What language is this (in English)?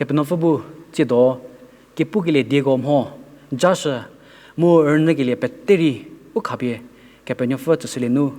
Angami Naga